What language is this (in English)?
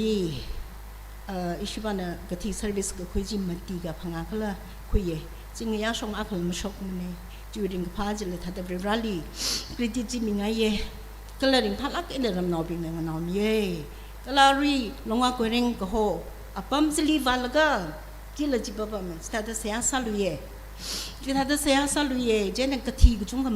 Tangkhul Naga (India)